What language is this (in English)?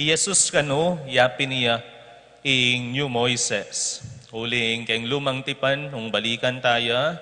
Pampanga